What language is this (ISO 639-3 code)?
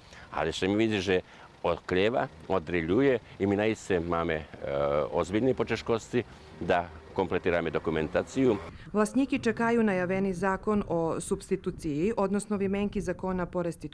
rue